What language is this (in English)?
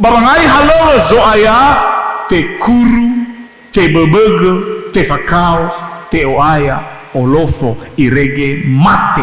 Nias